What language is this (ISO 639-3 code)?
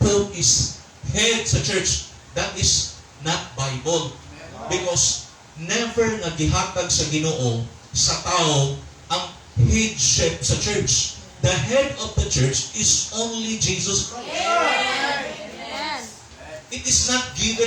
ceb